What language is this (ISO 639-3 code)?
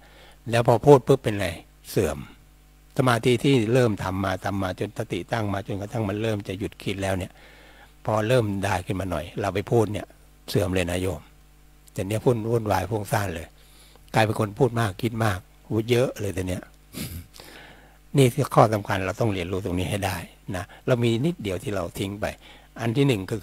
tha